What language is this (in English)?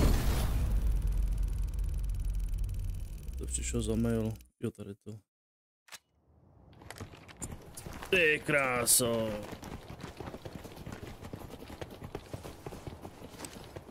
Czech